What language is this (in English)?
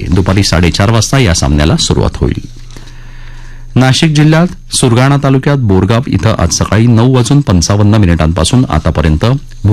Marathi